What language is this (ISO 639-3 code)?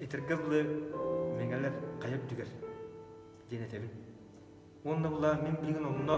sah